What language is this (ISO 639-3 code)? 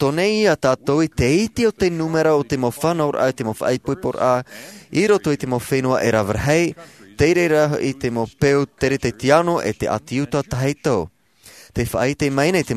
tah